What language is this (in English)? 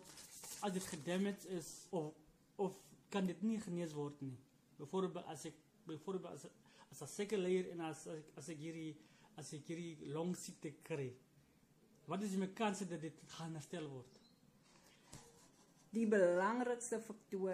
Afrikaans